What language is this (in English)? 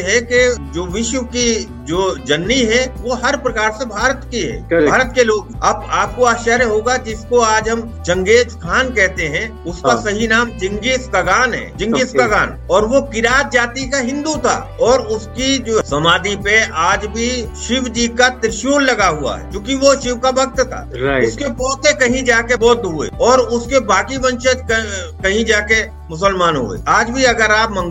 Hindi